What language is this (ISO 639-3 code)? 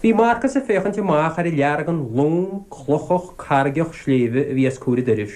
gle